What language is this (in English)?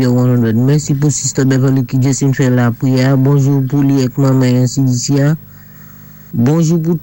Saint Lucian Creole French